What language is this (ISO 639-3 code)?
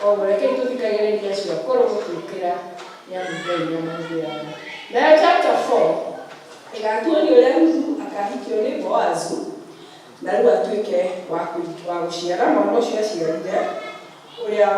kik